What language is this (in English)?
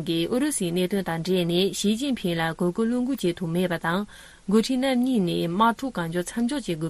Tibetan